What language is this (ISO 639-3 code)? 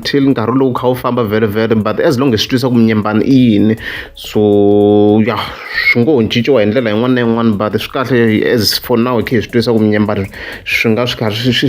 tso